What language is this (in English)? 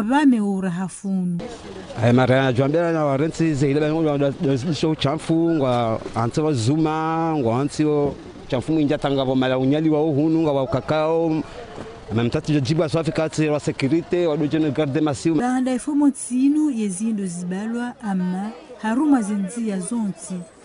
Ngazidja Comorian